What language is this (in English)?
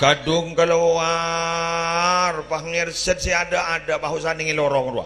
Madurese